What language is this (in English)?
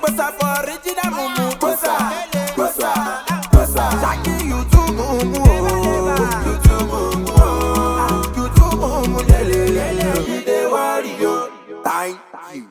Nigerian Pidgin